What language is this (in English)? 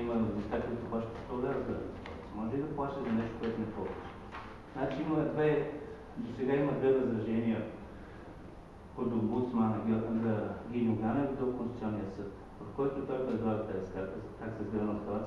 Bulgarian